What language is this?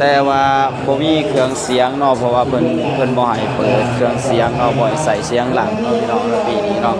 Northeastern Thai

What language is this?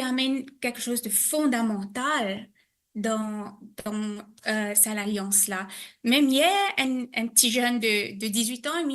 Morisyen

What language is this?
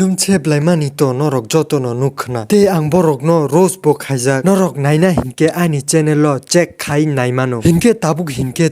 Kok Borok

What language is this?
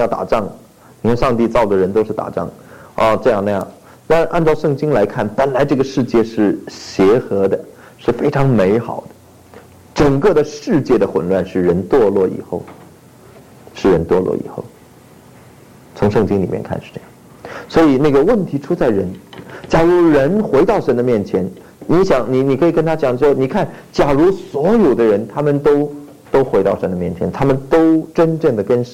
Chinese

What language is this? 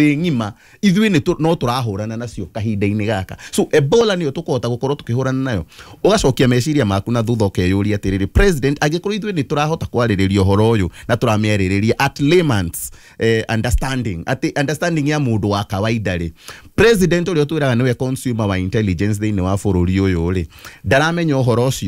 Kikuyu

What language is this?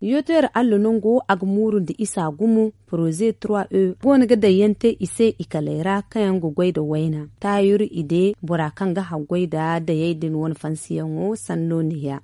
Zarma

